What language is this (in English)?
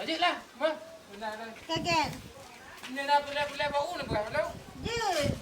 Achinese